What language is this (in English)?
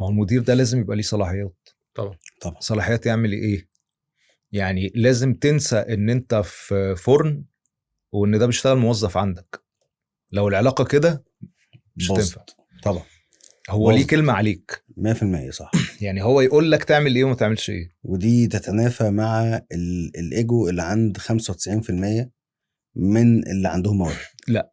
Egyptian Arabic